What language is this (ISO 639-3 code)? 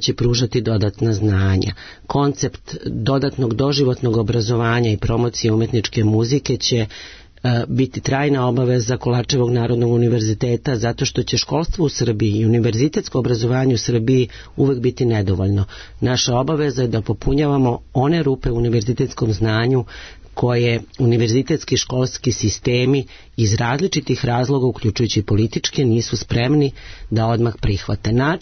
srp